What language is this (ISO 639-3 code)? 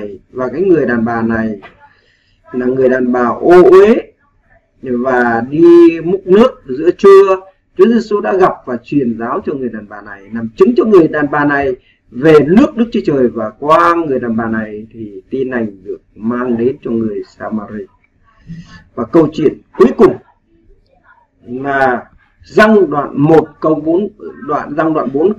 vie